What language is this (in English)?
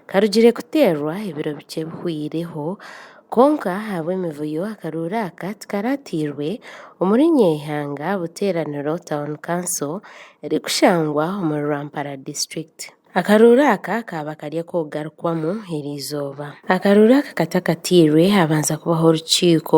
Nyankole